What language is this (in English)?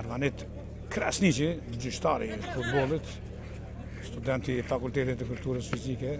Albanian